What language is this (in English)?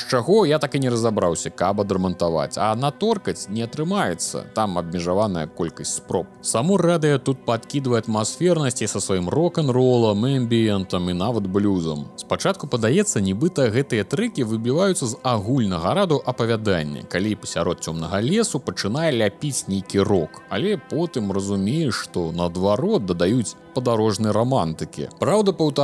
Belarusian